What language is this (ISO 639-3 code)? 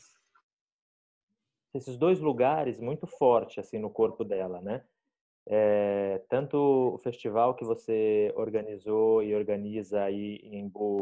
por